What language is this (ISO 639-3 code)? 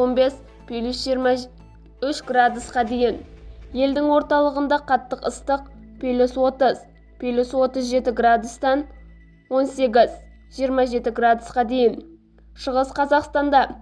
kaz